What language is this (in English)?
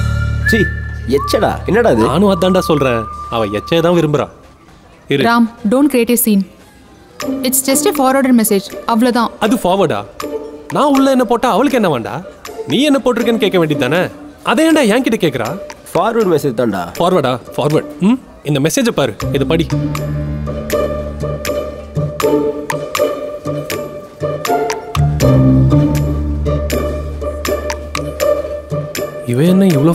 Tamil